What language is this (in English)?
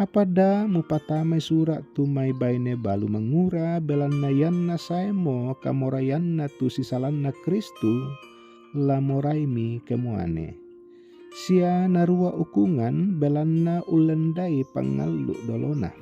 Toraja-Sa'dan